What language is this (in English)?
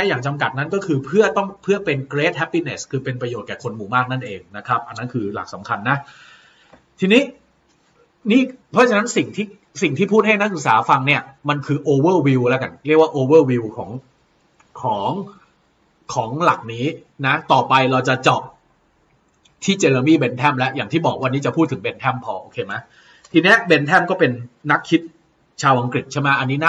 Thai